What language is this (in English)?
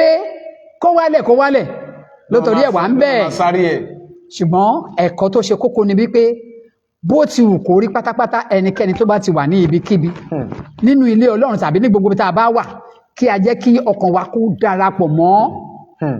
Yoruba